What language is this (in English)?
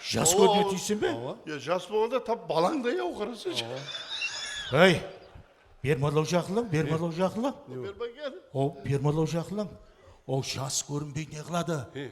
Kara-Kalpak